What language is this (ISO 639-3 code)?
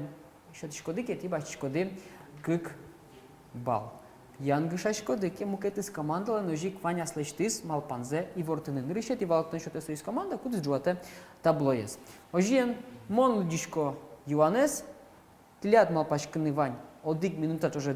udm